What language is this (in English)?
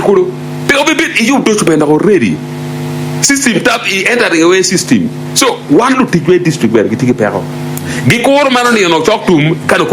Acoli